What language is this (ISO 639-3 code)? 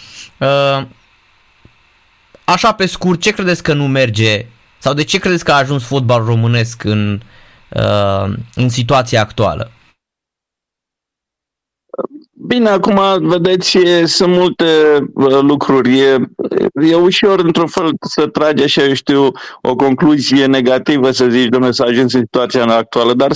ron